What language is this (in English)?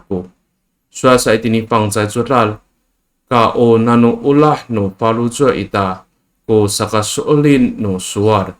Amis